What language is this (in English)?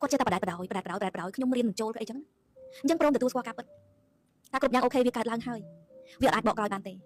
Khmer